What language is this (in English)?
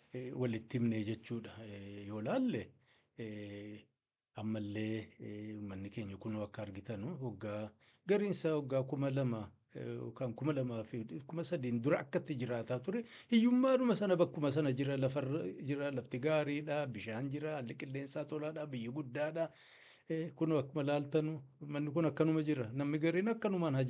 Oromo